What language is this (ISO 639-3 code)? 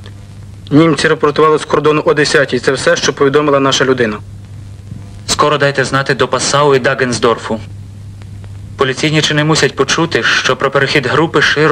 ukr